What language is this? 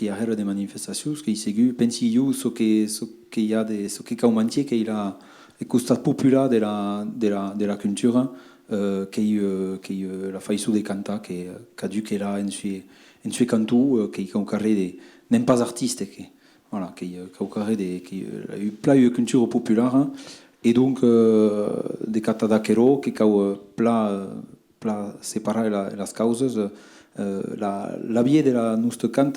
Occitan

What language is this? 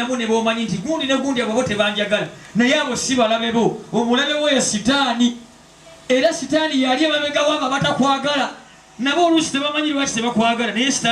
Ganda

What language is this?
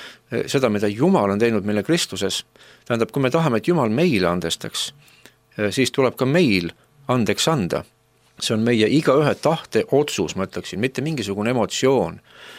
Estonian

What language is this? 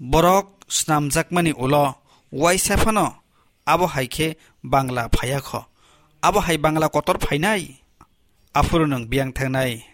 Kok Borok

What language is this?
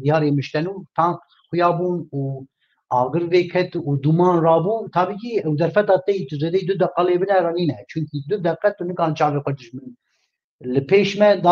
Kurdish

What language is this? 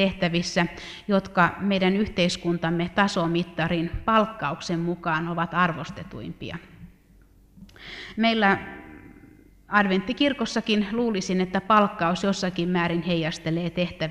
Finnish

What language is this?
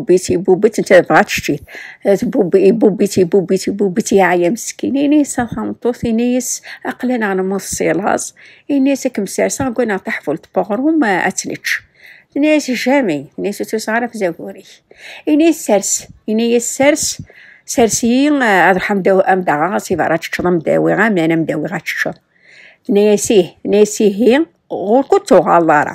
Kabyle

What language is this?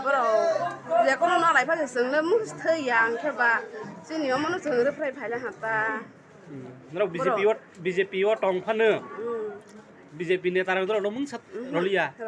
Kok Borok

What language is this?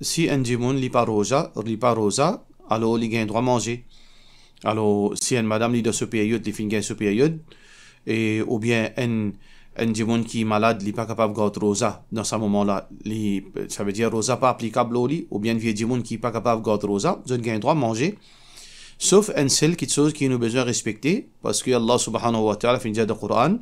Morisyen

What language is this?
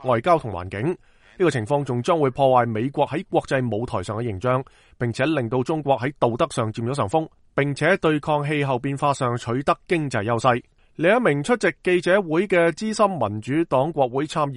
Cantonese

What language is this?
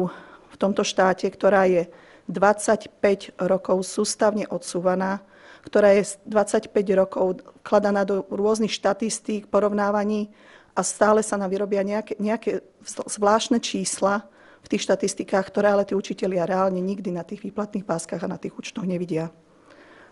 Slovak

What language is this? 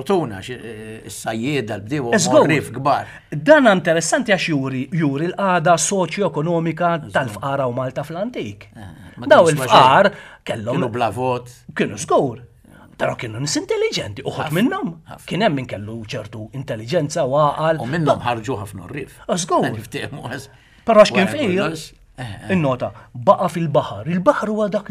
Maltese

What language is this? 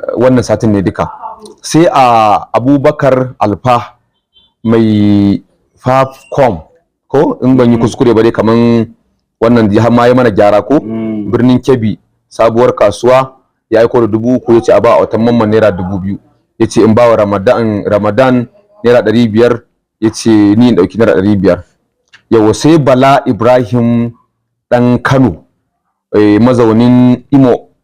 Hausa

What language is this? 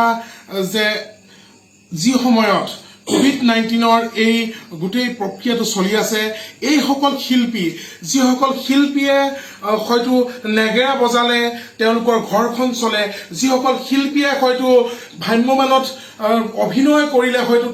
Assamese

